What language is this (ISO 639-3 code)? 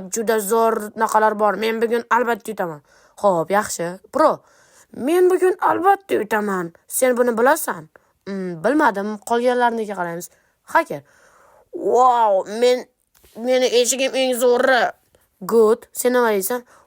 uzb